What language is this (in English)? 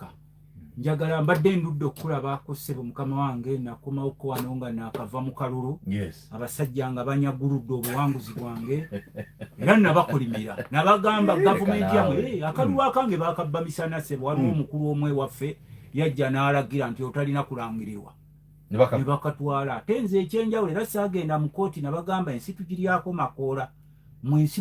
Ganda